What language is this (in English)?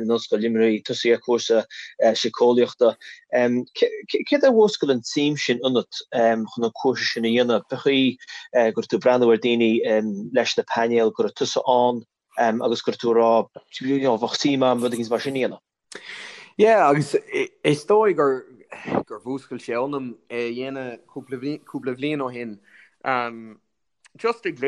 Irish